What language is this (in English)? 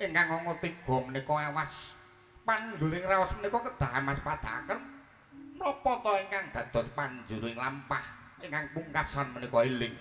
Javanese